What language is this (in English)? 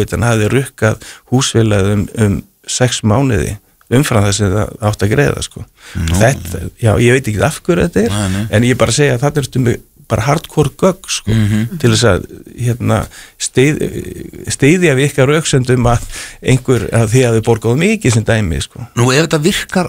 Icelandic